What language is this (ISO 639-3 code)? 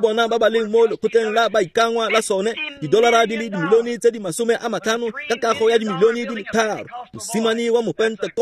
tsn